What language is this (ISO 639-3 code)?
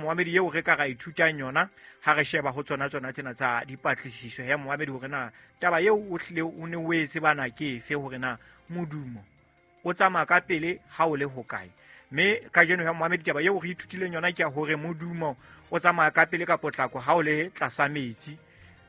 sot